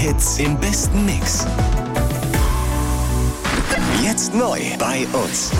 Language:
German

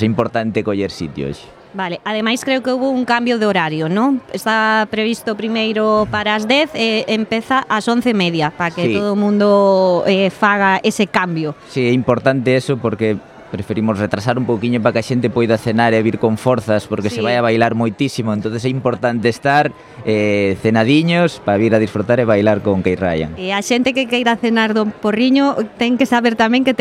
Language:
Galician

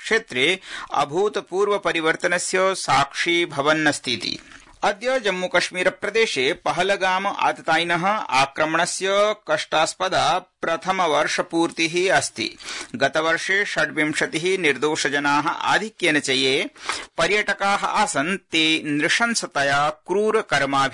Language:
Sanskrit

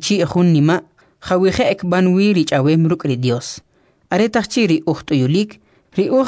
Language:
Kʼicheʼ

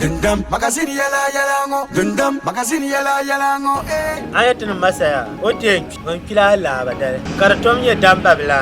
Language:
Dagbani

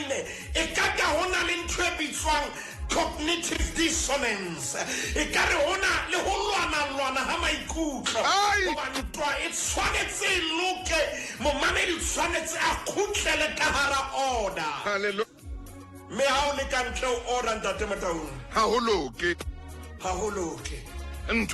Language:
Southern Sotho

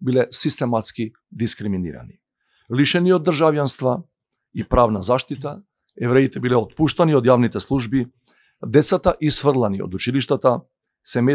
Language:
Macedonian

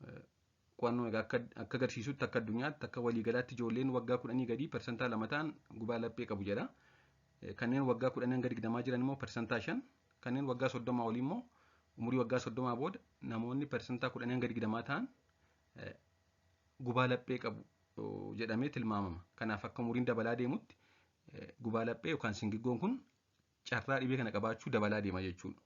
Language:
Oromo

